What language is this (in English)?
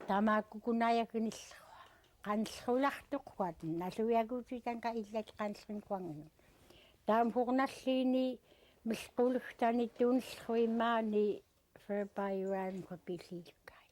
Central Yupik